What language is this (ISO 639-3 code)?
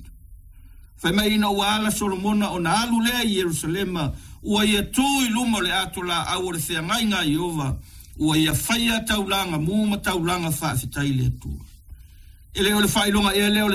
smo